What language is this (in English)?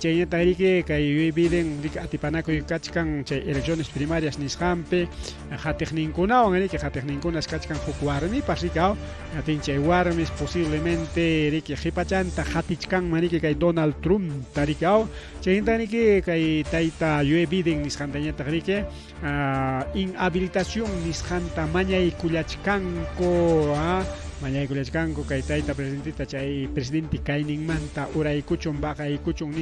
Ayacucho Quechua